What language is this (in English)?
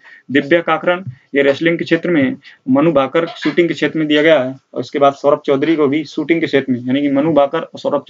Hindi